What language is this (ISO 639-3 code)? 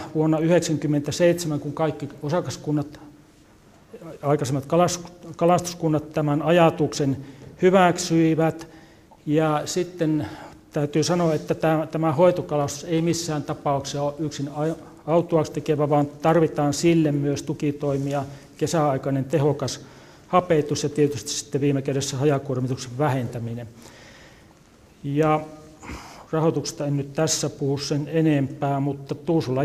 fin